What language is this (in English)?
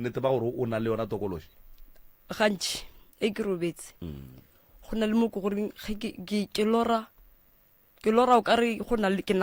Northern Sotho